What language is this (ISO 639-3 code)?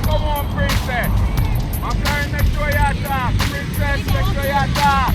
jam